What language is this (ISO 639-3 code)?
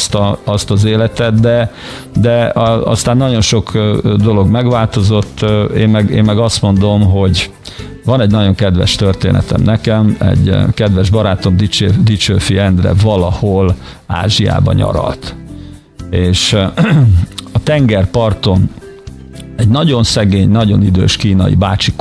hun